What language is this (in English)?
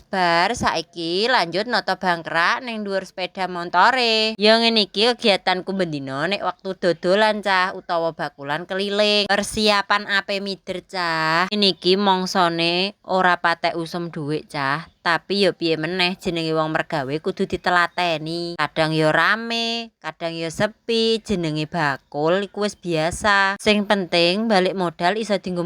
Javanese